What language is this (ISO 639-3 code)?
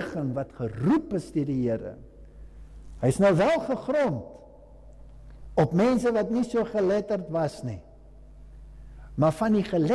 afr